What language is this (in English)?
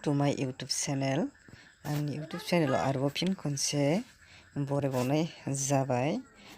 Bodo